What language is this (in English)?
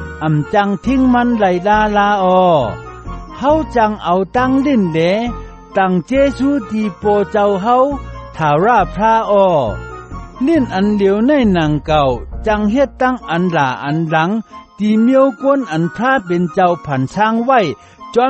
Shan